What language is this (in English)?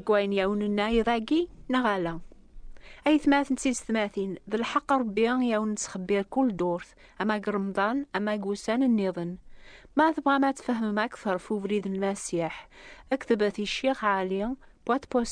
Kabyle